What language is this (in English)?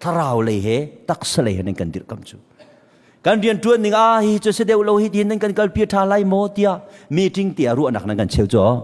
Hakha Chin